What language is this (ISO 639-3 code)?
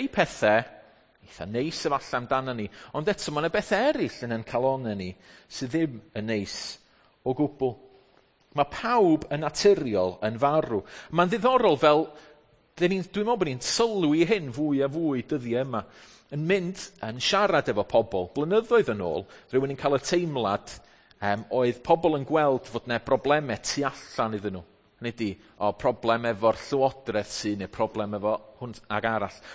cym